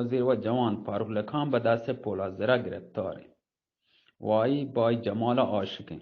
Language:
Eastern Balochi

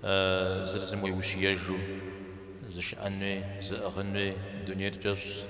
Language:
Kabardian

